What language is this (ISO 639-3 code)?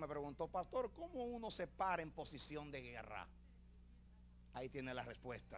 spa